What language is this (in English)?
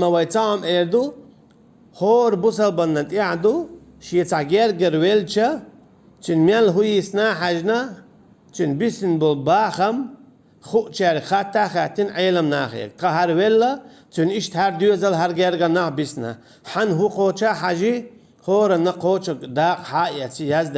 Chechen